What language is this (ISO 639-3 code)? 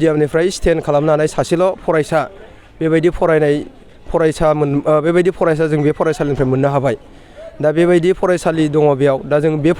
brx